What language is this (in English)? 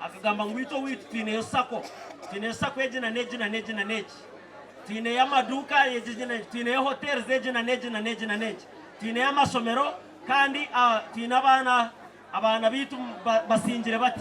Nyankole